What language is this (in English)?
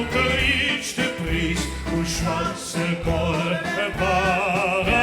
Limburgish